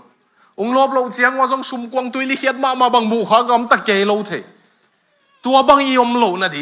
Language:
Tedim Chin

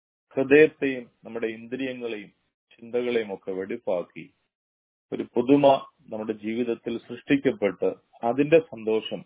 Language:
Malayalam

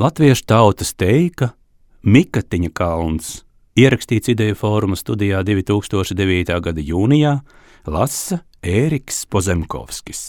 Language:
Latvian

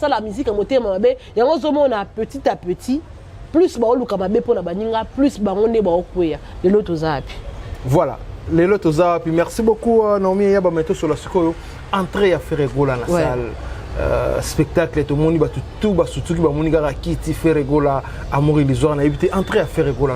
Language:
Lingala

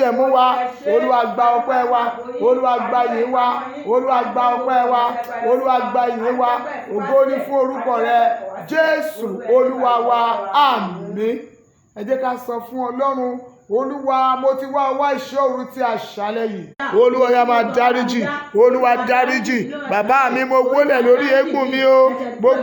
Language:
Yoruba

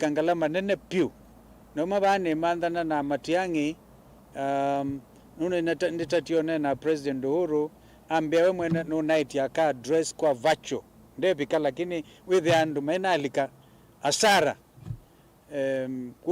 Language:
Kamba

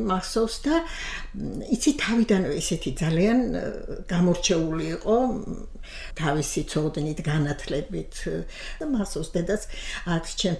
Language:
Georgian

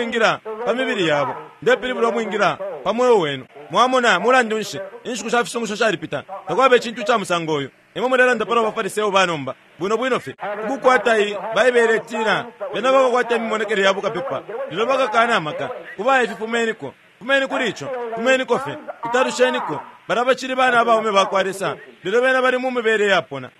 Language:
Bemba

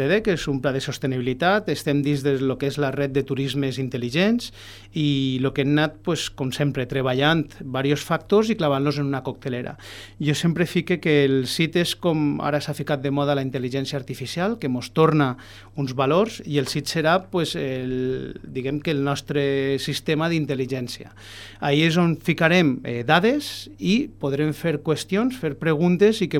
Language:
Catalan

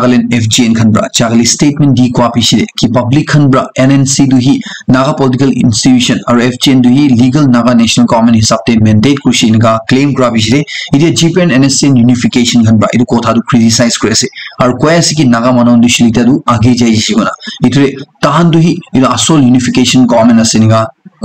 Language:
Naga Pidgin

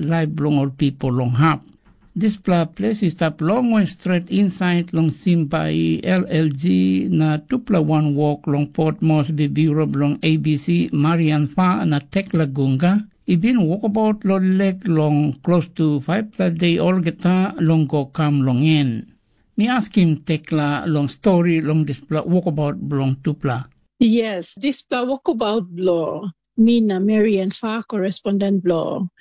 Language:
Tok Pisin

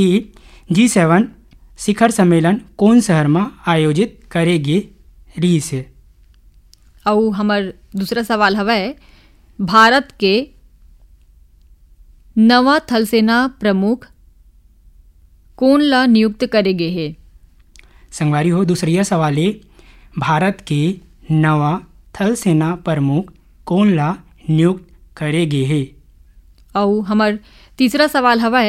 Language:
Chhattisgarhi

